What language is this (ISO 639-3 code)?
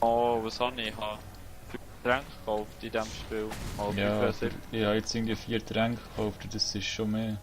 gsw